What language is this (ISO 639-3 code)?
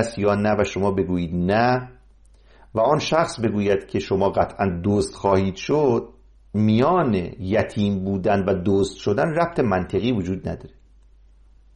fas